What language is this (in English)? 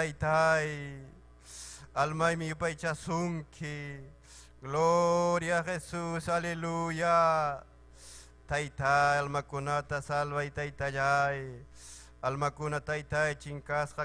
Ayacucho Quechua